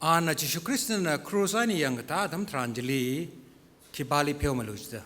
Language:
Tangkhul Naga (India)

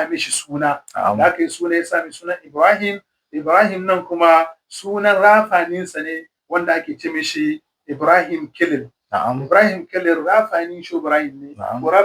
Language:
Hausa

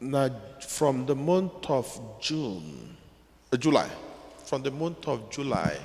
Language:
Igbo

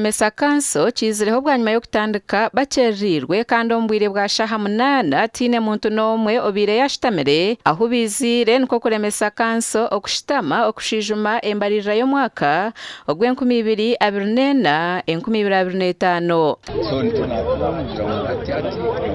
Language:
Nyankole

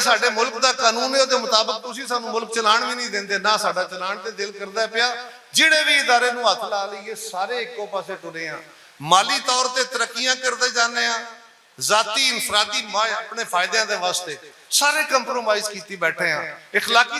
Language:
Western Panjabi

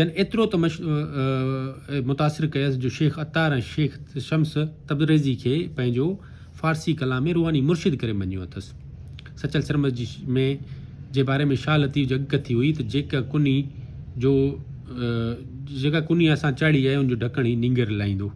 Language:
Sindhi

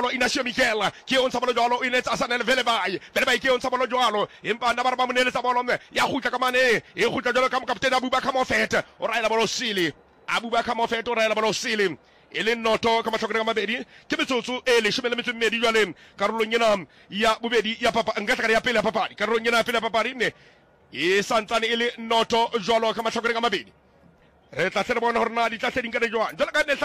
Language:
Southern Sotho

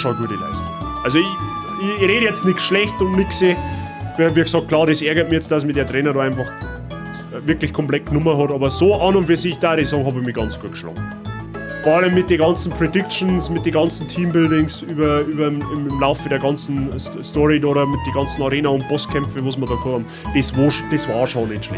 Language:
Bavarian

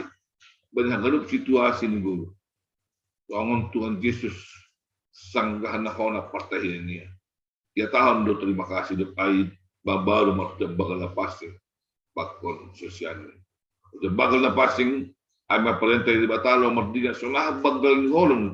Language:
Batak Simalungun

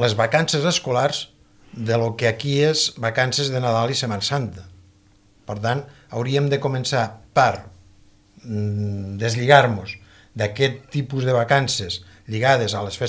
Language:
Catalan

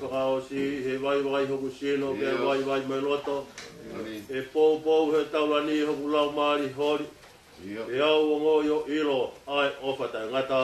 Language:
Tongan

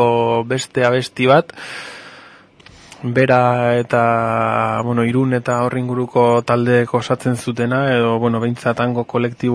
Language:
Basque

